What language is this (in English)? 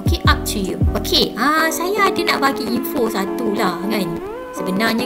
Malay